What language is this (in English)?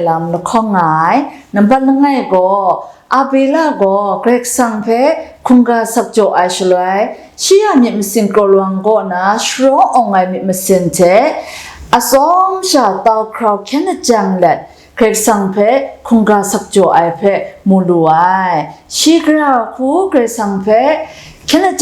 Kachin